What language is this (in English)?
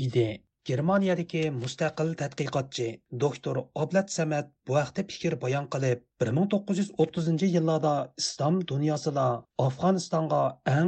Uyghur